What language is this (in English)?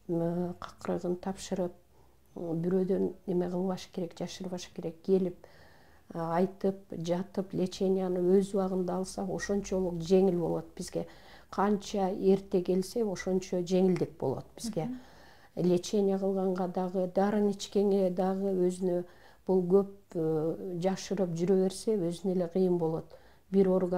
Kyrgyz